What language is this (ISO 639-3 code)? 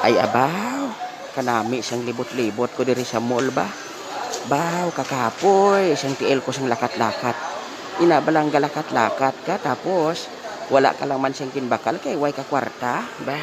hil